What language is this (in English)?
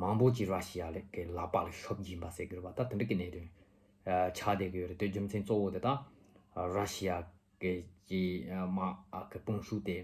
Tibetan